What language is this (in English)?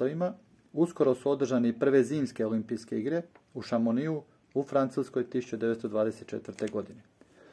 Croatian